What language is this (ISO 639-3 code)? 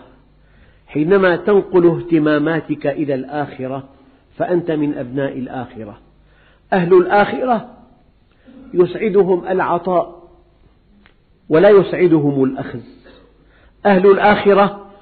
ara